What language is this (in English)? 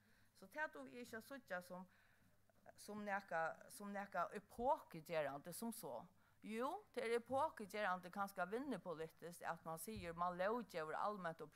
Faroese